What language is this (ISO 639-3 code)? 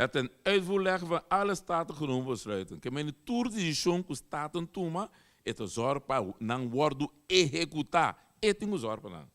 pap